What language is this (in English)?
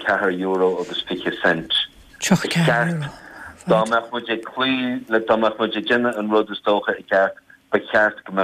Irish